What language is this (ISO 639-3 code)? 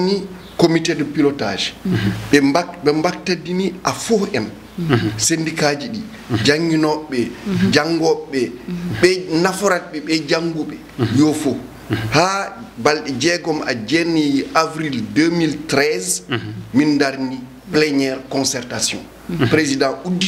ful